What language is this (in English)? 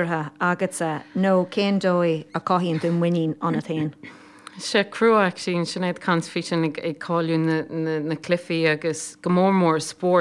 Irish